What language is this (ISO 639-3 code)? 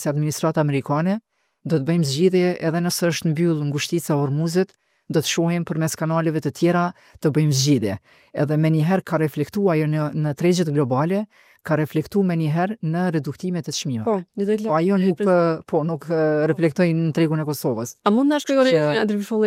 sqi